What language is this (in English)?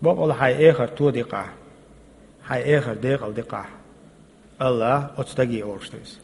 Chechen